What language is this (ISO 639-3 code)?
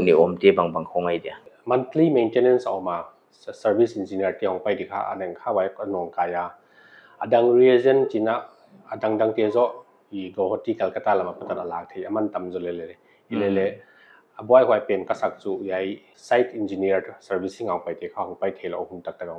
pck